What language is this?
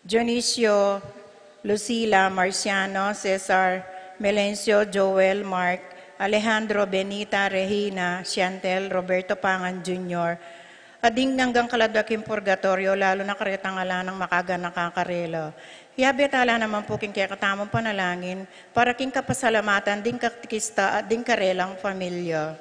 Pampanga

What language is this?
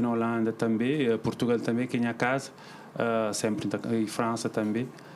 Kabuverdianu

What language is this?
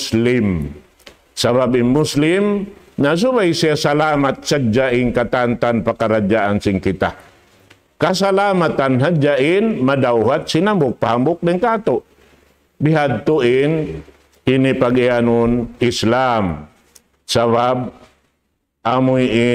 Tausug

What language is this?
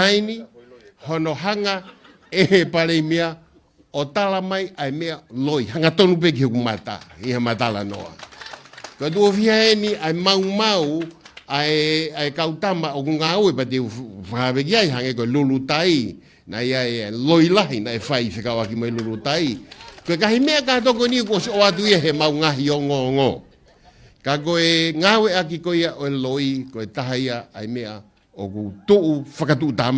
Tongan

